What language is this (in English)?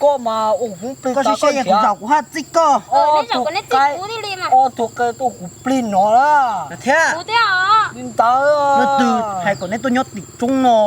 Hmong